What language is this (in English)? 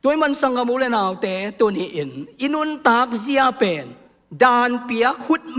Tedim Chin